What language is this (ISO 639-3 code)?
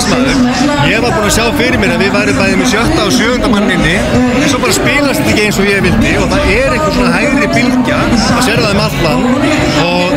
isl